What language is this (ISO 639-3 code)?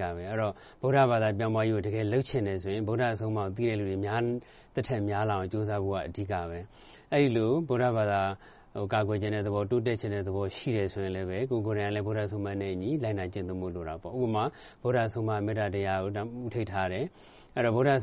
mya